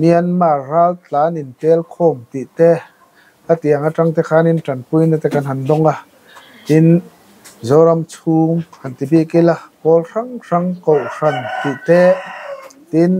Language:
Mizo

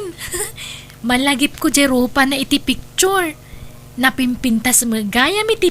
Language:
Iloko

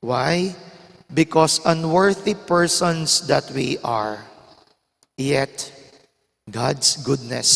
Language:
Pampanga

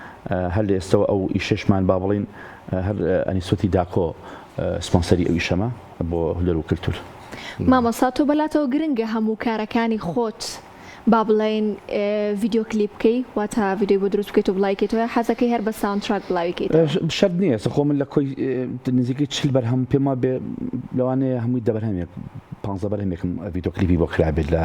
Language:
Central Kurdish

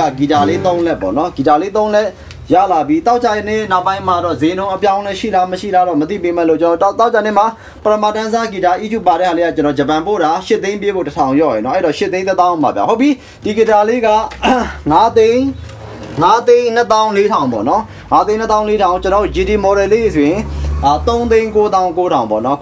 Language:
Burmese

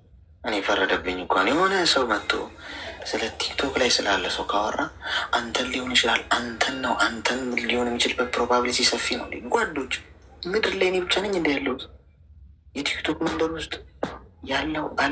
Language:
Amharic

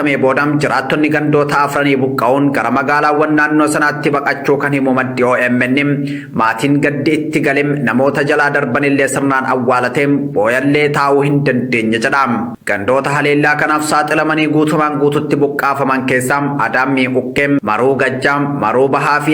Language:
Oromo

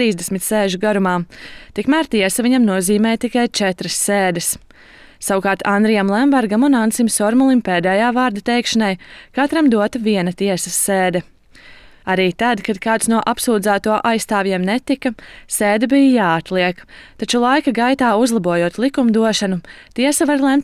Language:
Latvian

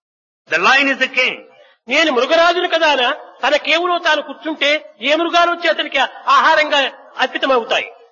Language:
Telugu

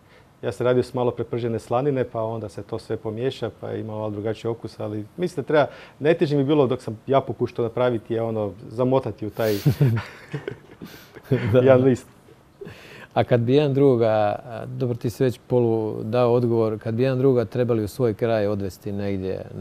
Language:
Croatian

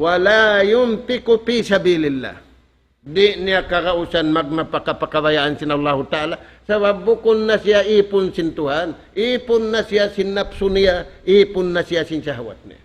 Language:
Tausug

